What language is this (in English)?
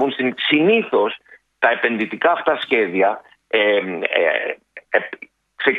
Greek